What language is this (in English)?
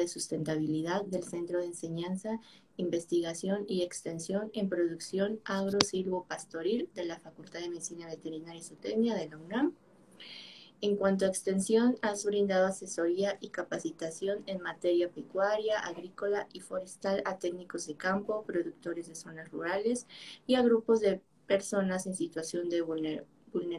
Spanish